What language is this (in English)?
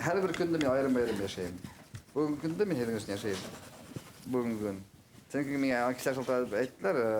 Bashkir